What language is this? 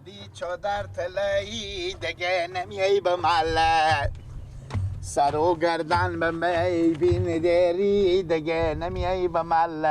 Persian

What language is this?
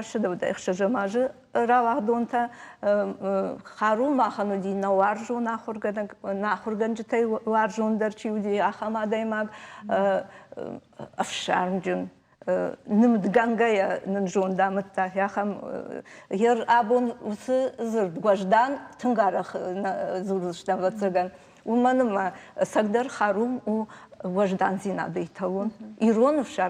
Ossetic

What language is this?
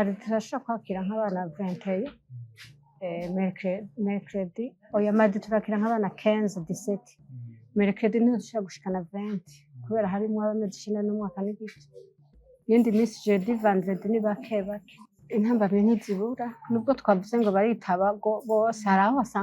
Rundi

